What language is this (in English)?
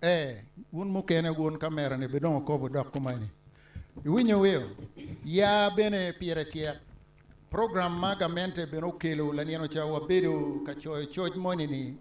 Acoli